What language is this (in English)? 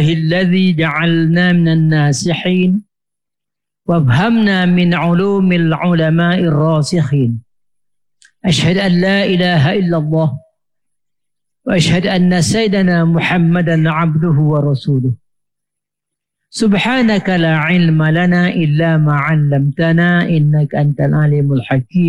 Malay